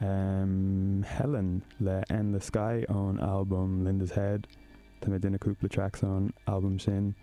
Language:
Irish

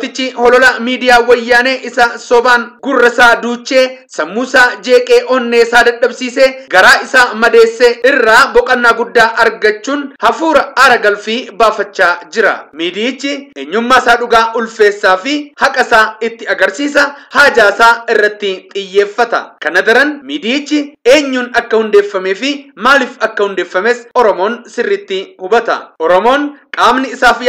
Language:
Oromo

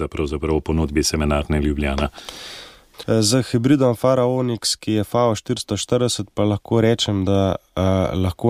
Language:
Slovenian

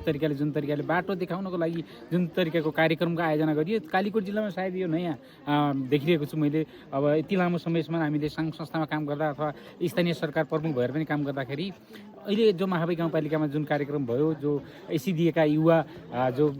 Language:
Nepali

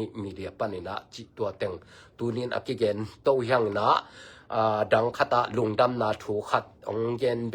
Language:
Tedim Chin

